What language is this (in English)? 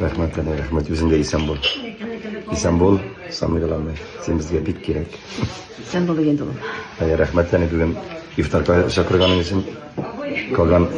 Tatar